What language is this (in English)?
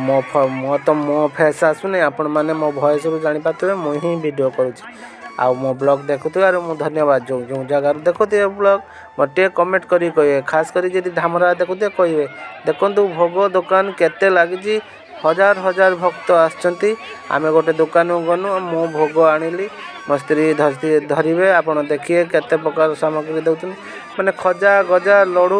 Odia